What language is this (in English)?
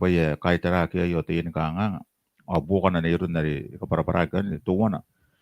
Gilbertese